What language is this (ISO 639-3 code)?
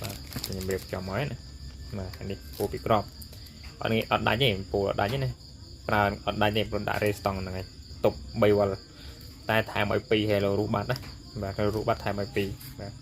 khm